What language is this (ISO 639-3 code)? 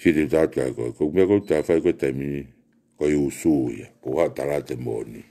ton